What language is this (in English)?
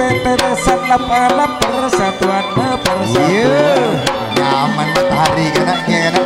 Madurese